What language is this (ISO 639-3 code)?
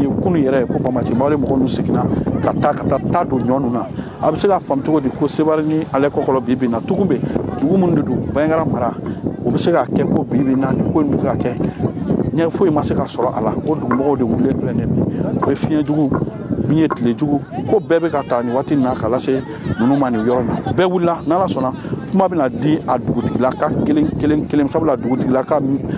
bam